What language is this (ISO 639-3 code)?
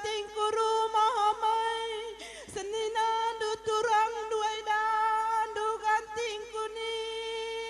btx